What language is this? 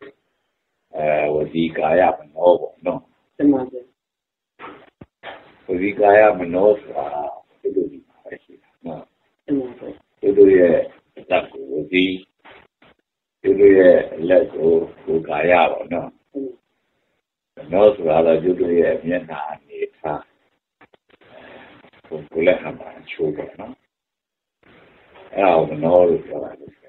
Burmese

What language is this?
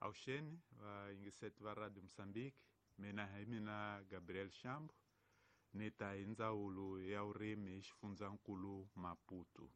Tsonga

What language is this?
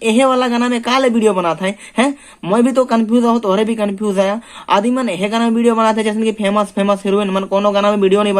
Sadri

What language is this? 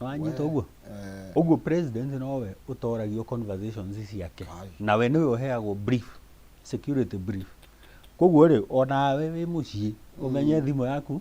Kikuyu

